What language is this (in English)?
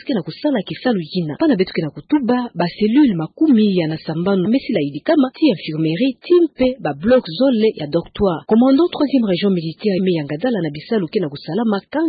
Kituba (Democratic Republic of Congo)